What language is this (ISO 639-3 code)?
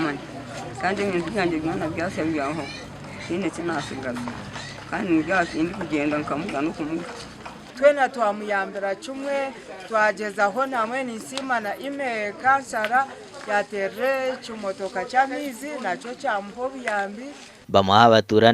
nyn